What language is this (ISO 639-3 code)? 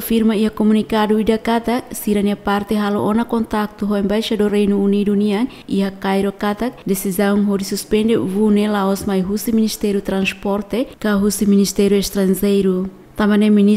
tet